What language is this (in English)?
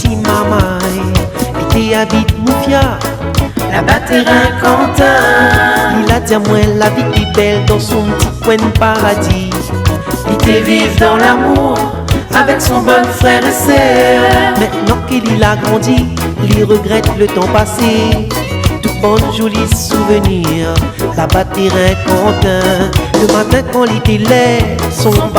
Réunion Creole French